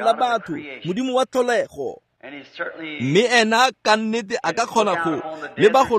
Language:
Tswana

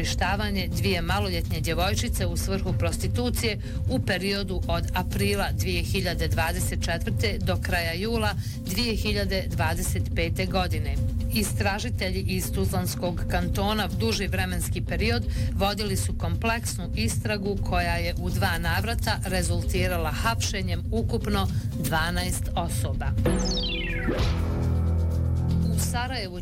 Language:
Bosnian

